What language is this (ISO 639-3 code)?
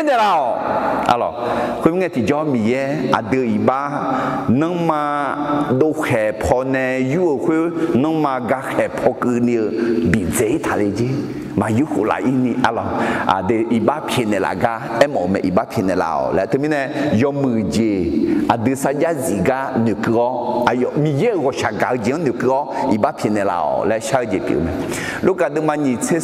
ahk